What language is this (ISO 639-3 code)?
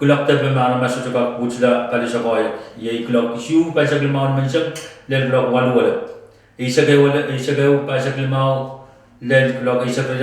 pon